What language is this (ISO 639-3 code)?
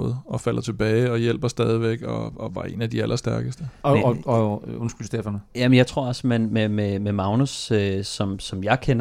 dan